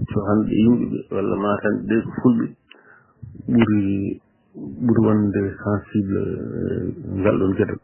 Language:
Fula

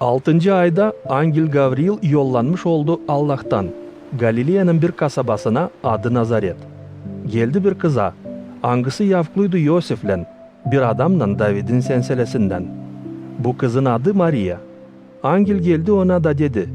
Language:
Gagauz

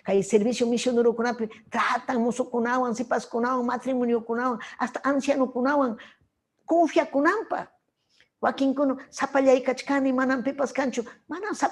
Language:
Ayacucho Quechua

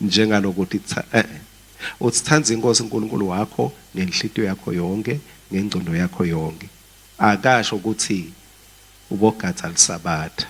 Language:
Swati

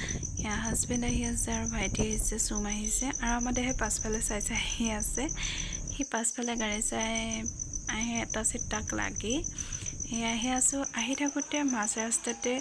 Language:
Assamese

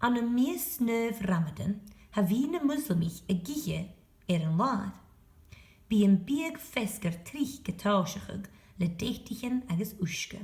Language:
Scottish Gaelic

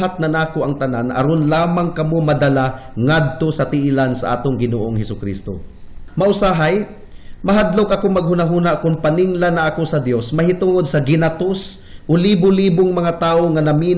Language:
Cebuano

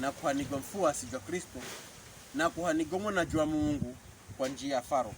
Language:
Pokomo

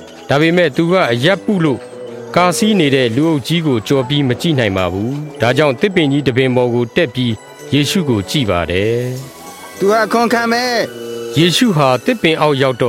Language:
Burmese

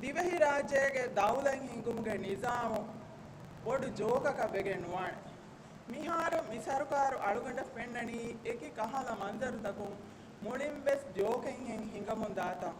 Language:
Divehi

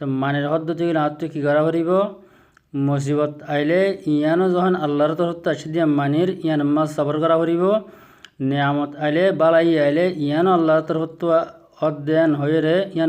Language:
Rohingya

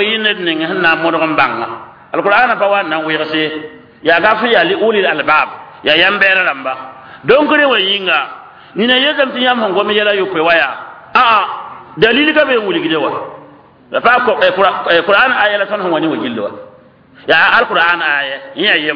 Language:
Mossi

